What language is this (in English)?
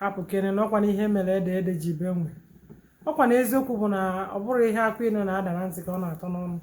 Igbo